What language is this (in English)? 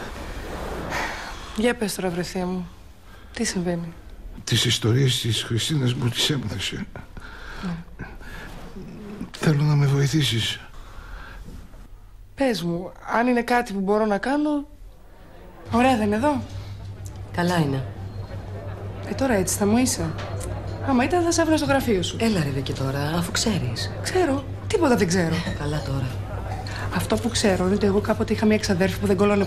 Greek